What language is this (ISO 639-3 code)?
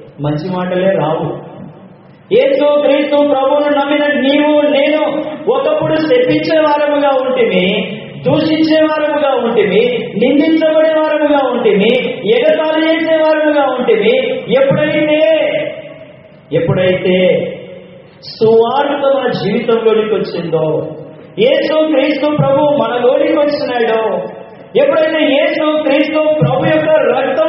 tel